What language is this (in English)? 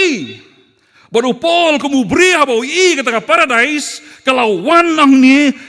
Khasi